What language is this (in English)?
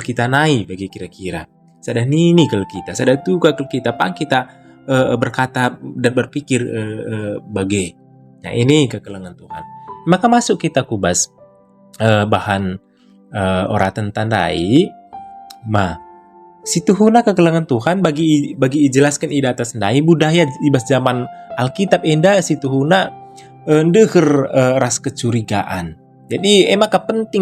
Batak Karo